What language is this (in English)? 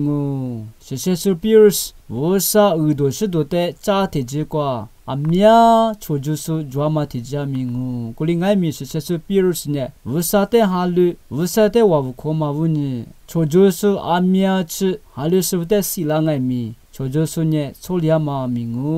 Lisu